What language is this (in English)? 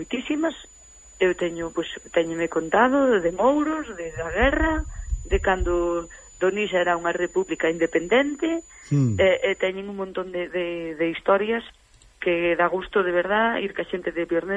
Galician